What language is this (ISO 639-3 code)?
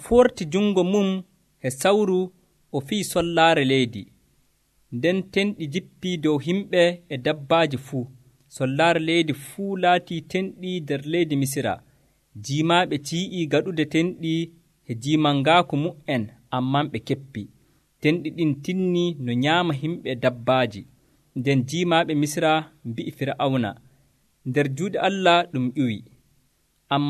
fuv